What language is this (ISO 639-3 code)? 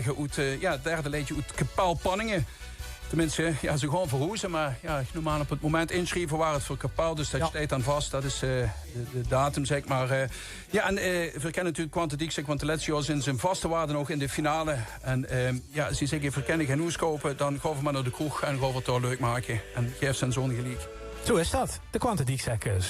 lim